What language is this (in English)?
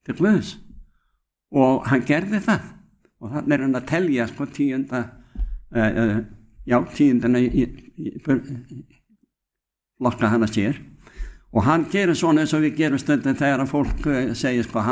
Icelandic